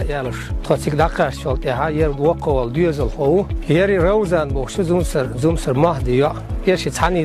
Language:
Chechen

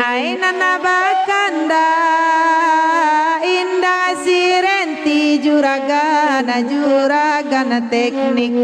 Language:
Minangkabau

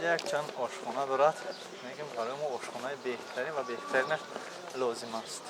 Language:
Tajik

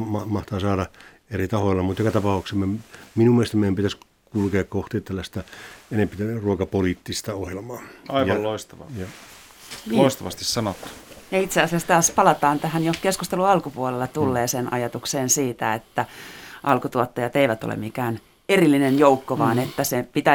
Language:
Finnish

